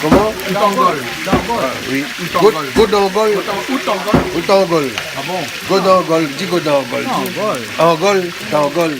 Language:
Réunion Creole French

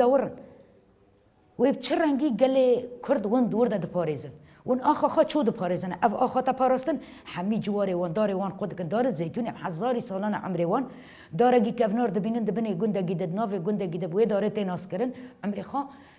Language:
Kurdish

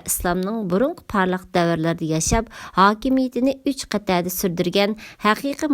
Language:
Uyghur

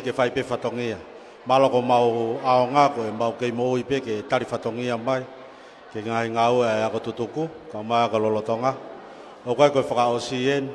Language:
Tongan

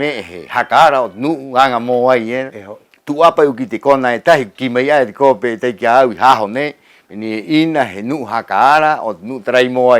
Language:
Rapanui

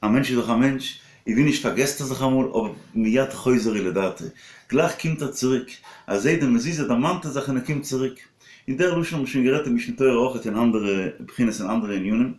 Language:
Yiddish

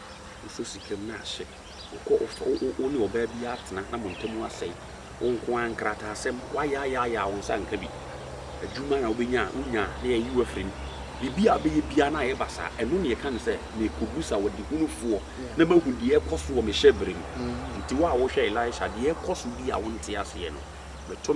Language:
Akan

